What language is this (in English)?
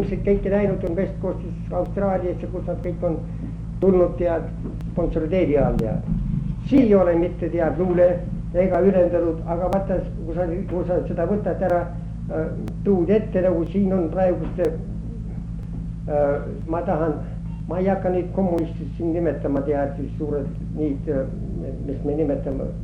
Estonian